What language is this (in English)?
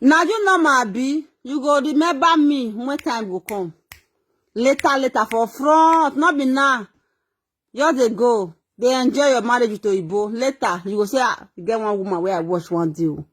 Nigerian Pidgin